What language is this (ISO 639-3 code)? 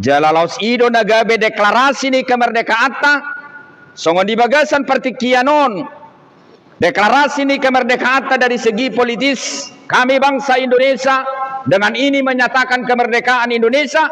bbc